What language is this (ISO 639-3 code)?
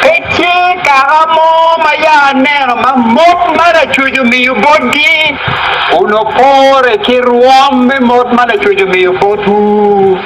ach